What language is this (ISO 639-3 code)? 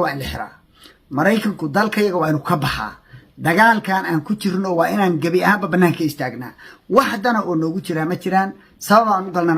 som